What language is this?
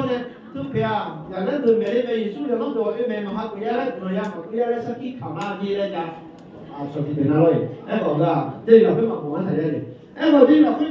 Akha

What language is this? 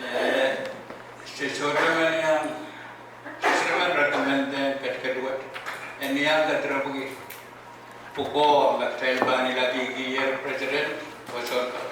Pohnpeian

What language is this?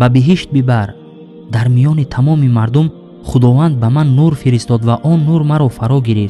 Tajik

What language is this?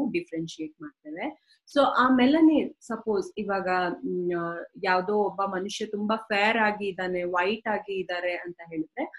Kannada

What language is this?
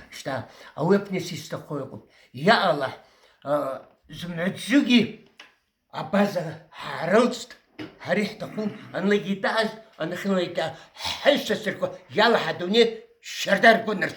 Abkhazian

